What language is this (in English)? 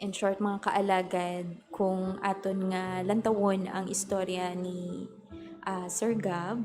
Hiligaynon